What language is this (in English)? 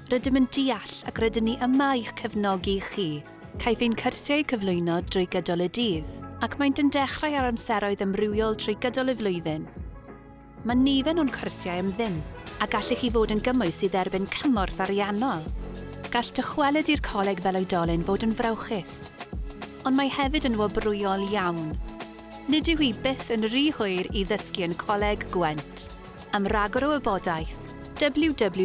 Welsh